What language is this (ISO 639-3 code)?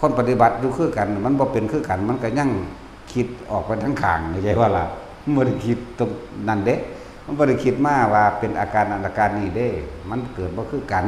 tts